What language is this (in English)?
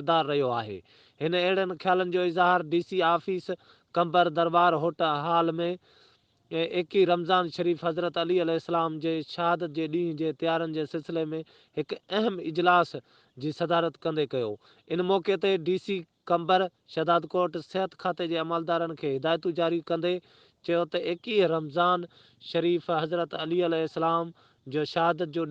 Sindhi